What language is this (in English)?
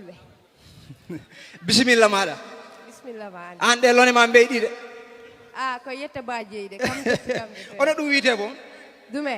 Fula